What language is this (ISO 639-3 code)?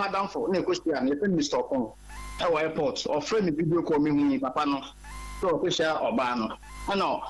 aka